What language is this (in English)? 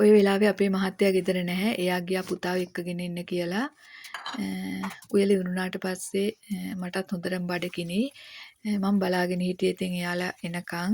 Sinhala